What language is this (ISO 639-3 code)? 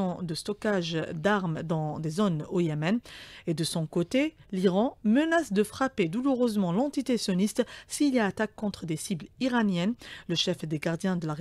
fra